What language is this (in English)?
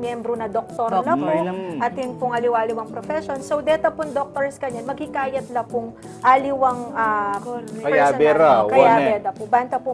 Pampanga